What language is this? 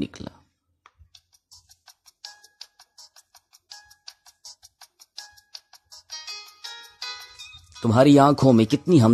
Urdu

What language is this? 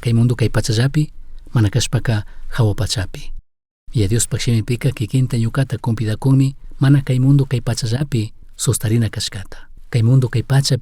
Chimborazo Highland Quichua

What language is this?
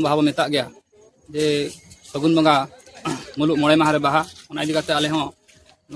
Santali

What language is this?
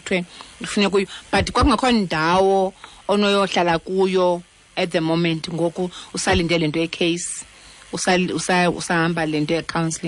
Xhosa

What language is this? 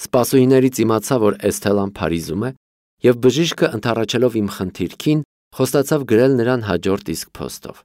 Armenian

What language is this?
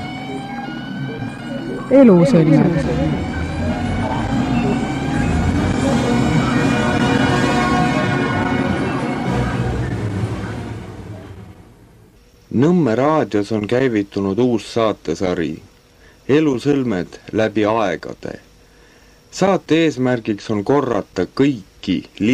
Estonian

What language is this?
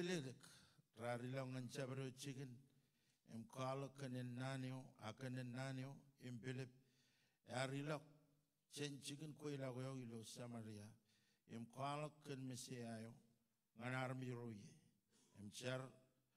Marshallese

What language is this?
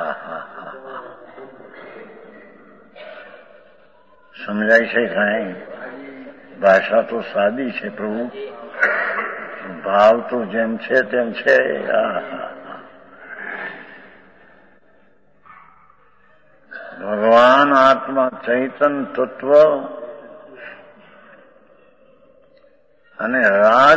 Gujarati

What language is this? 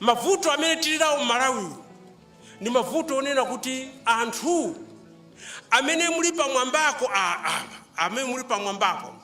Nyanja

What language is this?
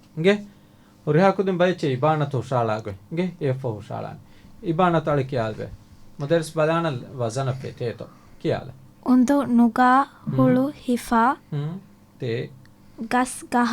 Divehi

